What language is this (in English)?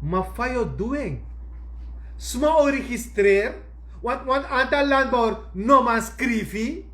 Sranan Tongo